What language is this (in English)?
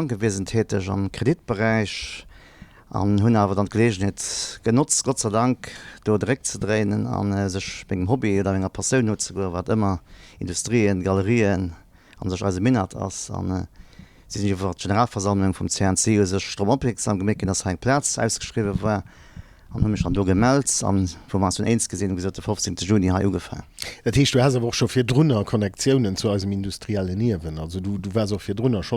Luxembourgish